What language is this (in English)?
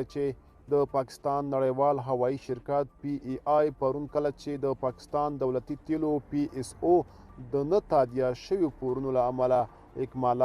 Pashto